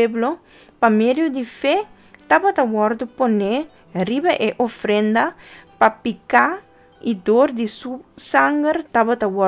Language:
Papiamento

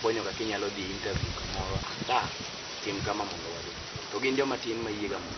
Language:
Luo (Kenya and Tanzania)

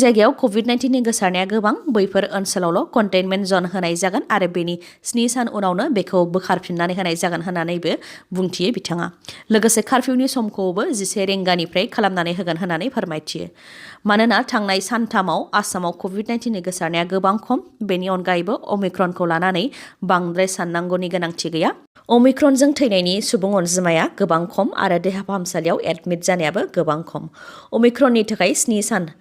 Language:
Bodo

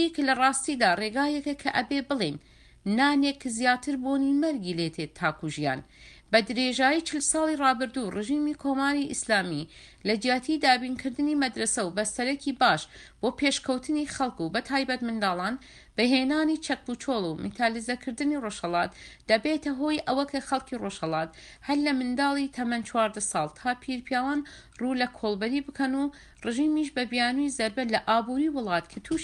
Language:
Central Kurdish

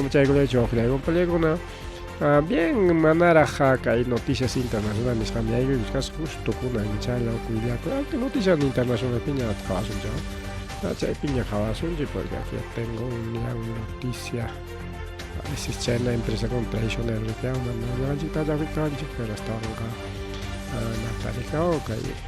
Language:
Ayacucho Quechua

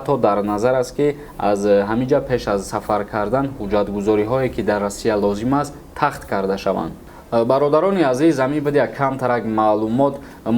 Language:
Tajik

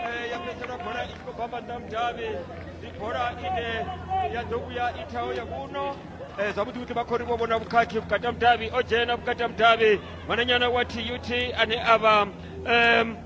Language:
Venda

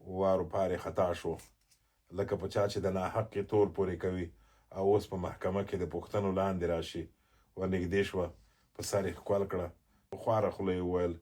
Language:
Pashto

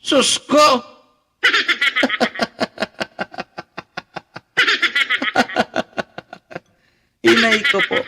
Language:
Bikol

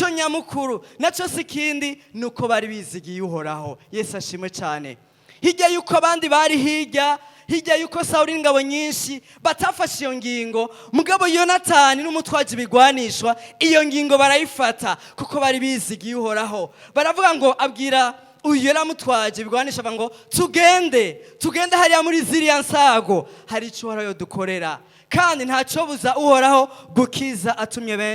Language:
Rundi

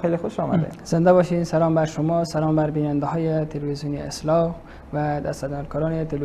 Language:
Persian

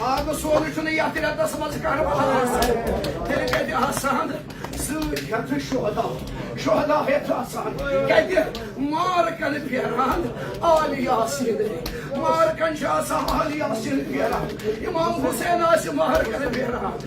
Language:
Kashmiri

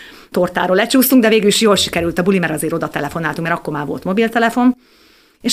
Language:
Hungarian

